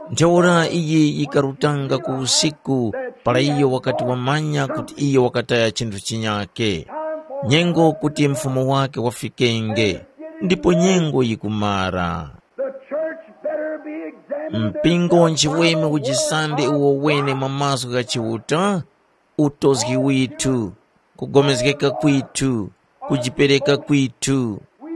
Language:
Tumbuka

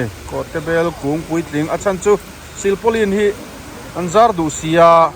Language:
Mizo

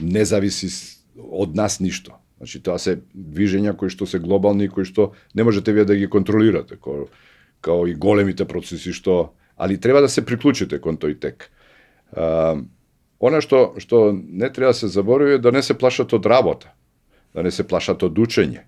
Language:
Macedonian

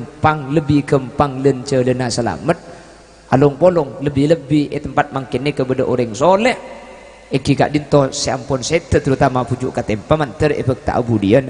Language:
Madurese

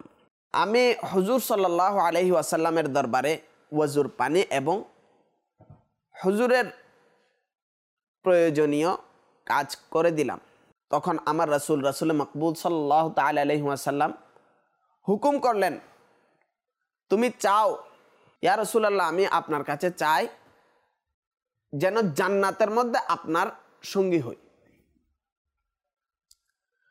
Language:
Bangla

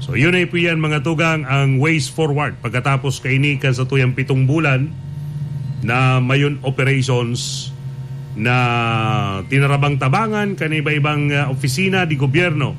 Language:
Bikol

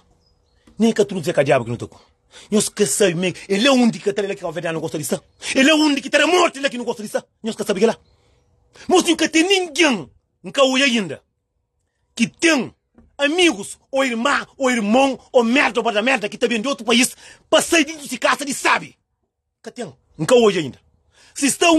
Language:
Kabuverdianu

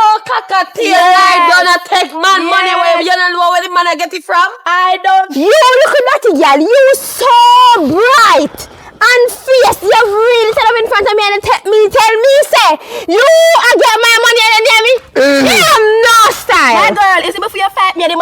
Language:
Jamaican Creole English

